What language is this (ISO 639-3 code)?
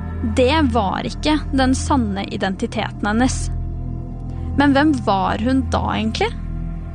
nor